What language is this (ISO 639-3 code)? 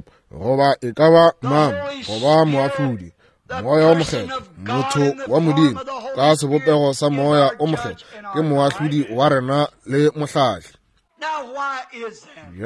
nso